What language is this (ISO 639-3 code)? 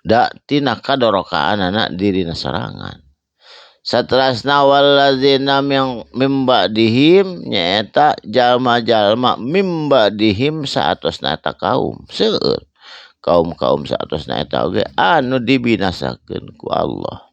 sun